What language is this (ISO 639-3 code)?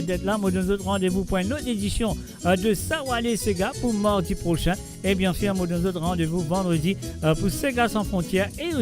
mfe